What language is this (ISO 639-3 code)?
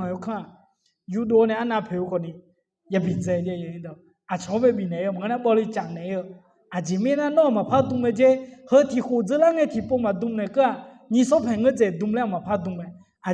ahk